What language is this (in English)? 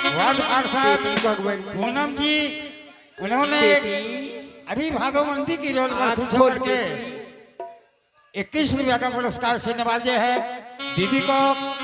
Angika